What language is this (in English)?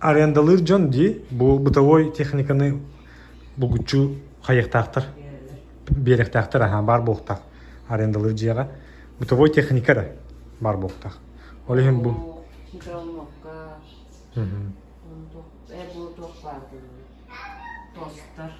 Yakut